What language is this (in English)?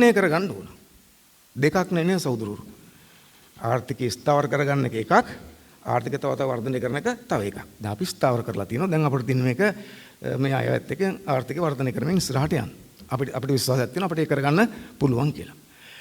Sinhala